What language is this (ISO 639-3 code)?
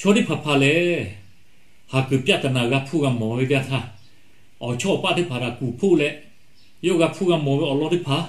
lhu